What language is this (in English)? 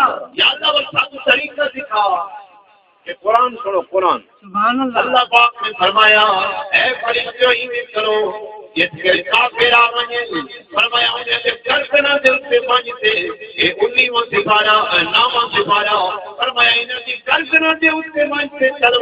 Saraiki